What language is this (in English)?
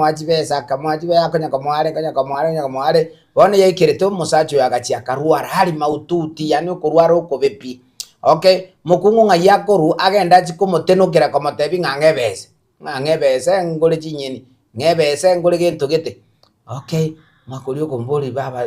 Gusii